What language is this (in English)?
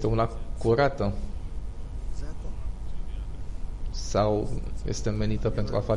Romanian